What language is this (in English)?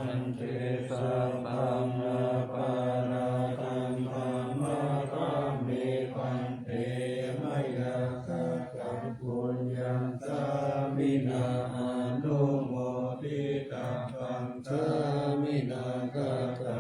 Pali